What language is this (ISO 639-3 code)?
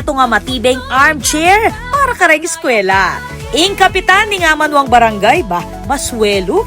pam